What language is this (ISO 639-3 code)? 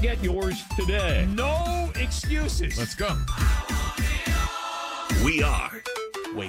eng